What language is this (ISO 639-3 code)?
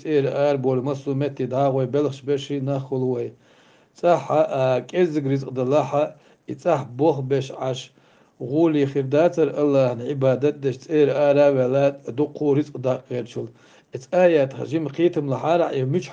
che